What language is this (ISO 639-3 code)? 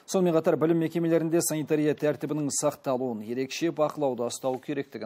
kaz